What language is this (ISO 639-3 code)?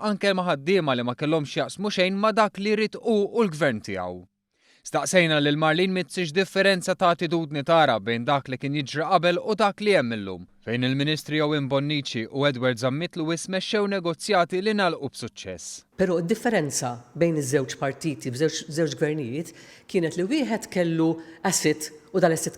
mlt